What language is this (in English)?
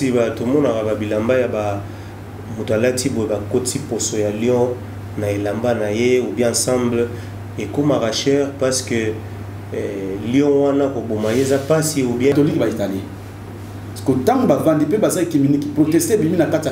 Lingala